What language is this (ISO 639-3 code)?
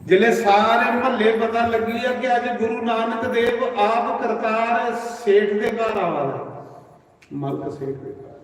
doi